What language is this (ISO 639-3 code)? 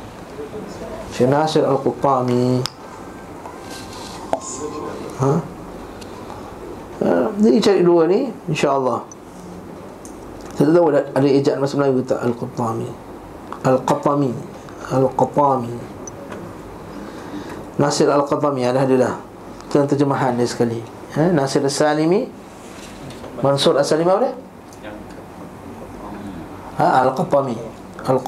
msa